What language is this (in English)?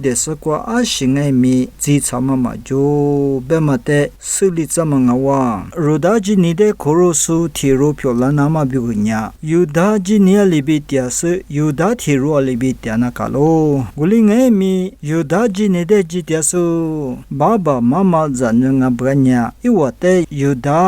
Lisu